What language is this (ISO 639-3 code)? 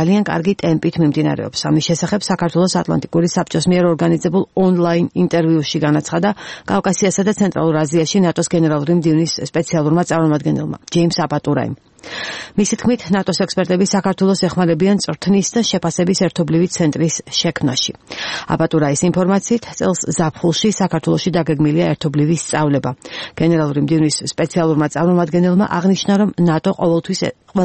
kat